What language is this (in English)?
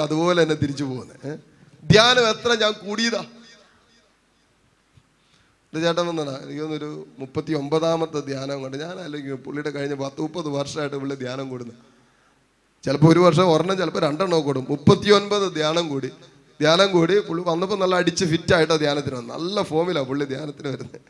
Malayalam